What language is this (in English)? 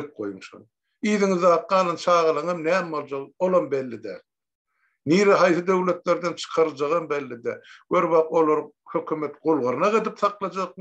Turkmen